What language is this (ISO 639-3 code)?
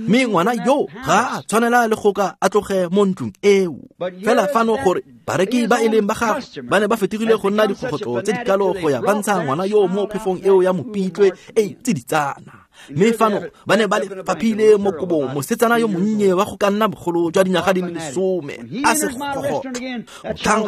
tsn